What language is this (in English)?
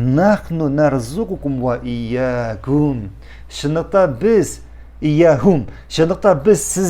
Tatar